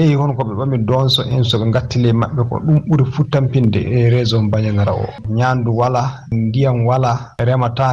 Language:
Fula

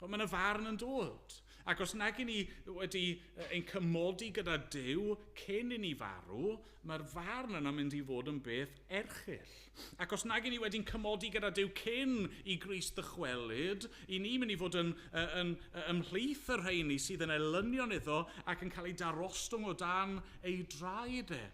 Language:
Welsh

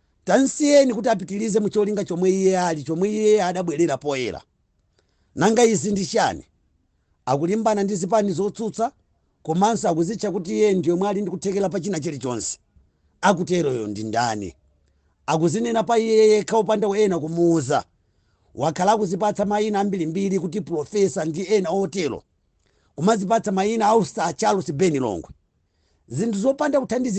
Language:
Nyanja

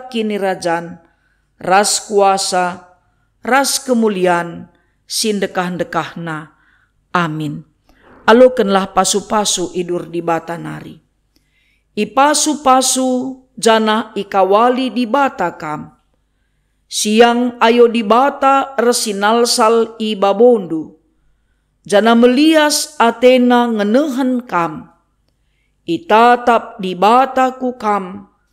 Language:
Batak Karo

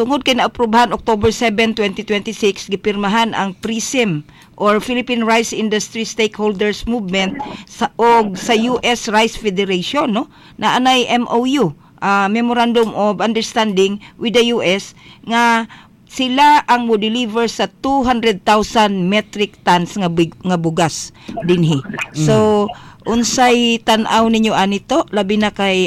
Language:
Cebuano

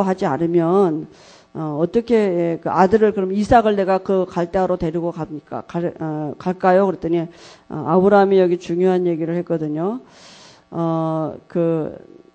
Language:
Korean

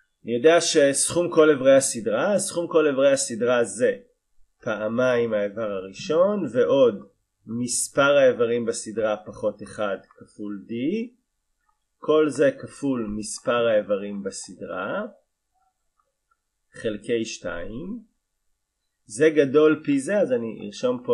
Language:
Hebrew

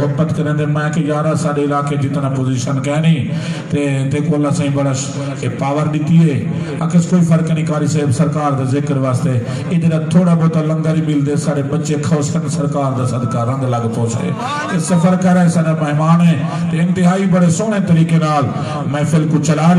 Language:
Saraiki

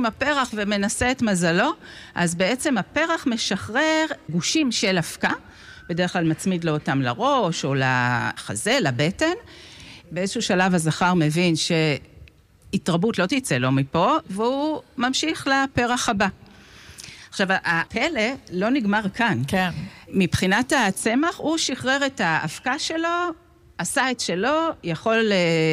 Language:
Hebrew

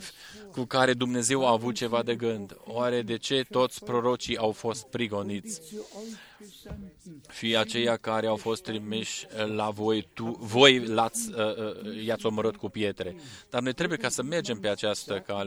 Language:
Romanian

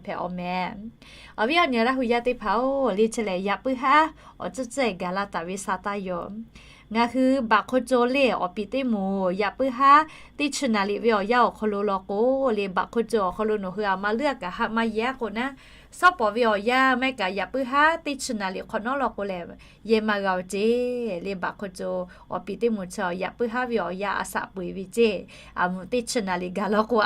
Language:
Lahu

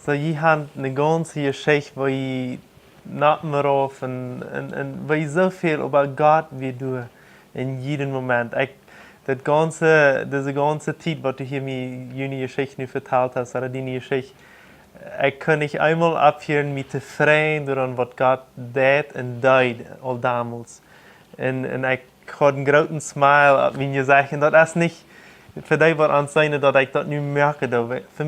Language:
Plautdietsch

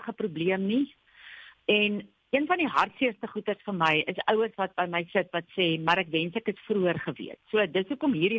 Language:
Afrikaans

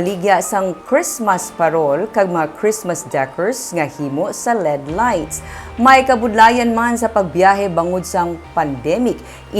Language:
Hiligaynon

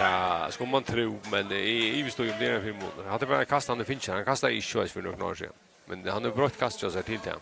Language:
Faroese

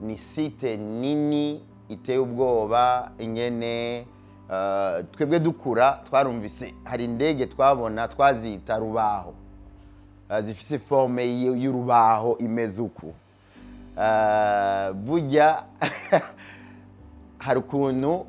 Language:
Rundi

